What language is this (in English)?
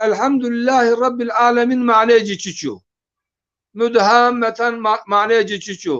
Zaza